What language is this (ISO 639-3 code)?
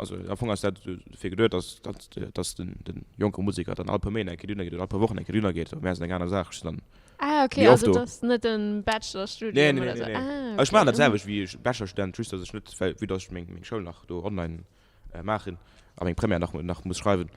ltz